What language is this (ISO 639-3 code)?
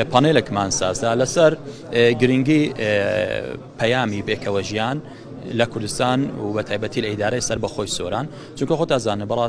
ckb